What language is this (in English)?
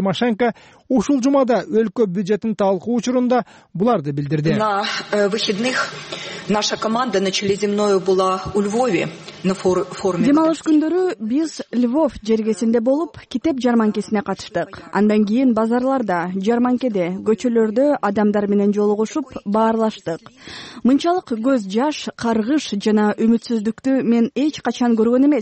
Kyrgyz